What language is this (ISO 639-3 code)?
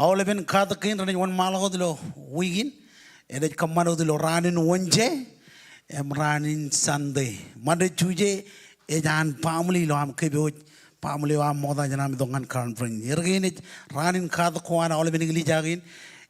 mah